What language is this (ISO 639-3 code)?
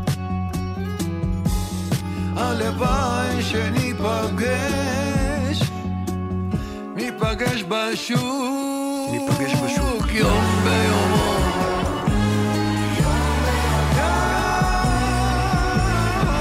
heb